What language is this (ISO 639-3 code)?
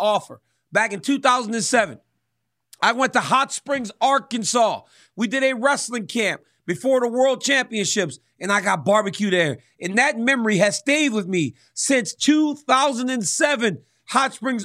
eng